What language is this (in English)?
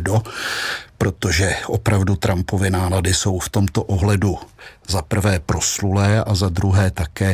Czech